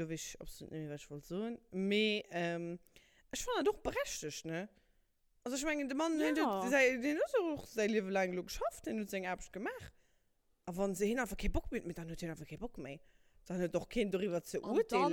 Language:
Luxembourgish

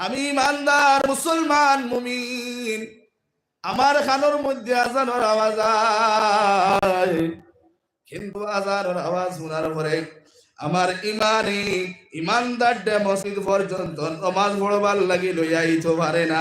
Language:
Sylheti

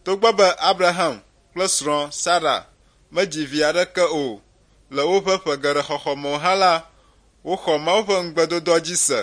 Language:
Ewe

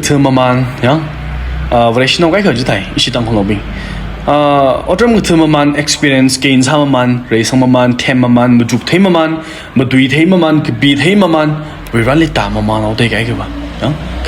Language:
Tangkhul Naga (India)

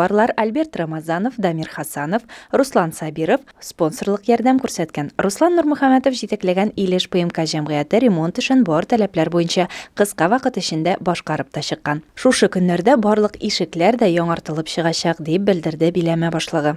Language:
Tatar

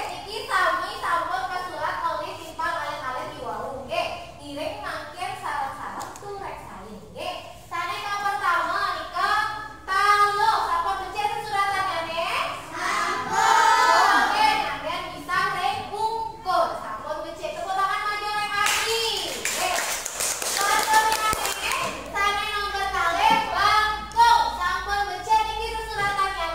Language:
Balinese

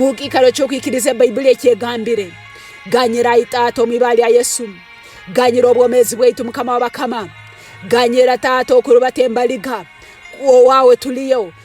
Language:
Tooro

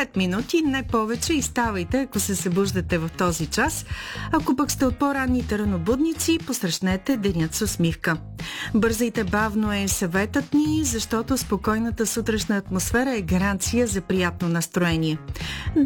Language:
Bulgarian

